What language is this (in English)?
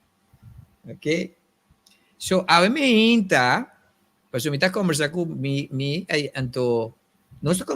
Papiamento